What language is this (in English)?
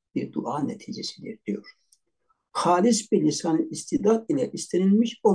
Turkish